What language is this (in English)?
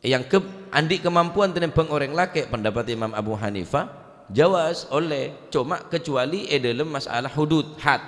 Madurese